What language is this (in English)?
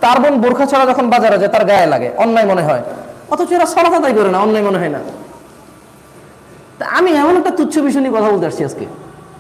Bangla